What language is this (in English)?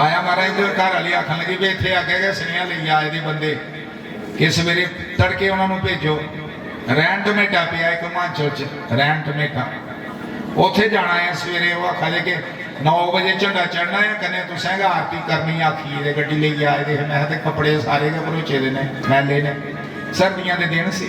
Dogri